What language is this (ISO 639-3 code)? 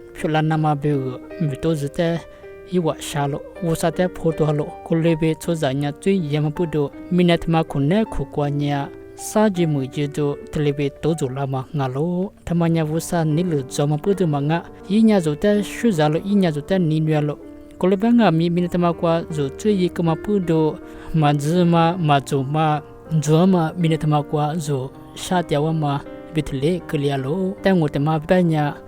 lis